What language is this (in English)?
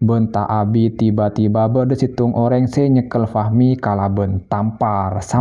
Madurese